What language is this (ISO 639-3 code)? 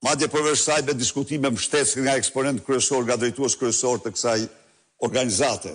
sqi